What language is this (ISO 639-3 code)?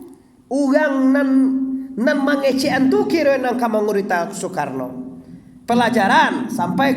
min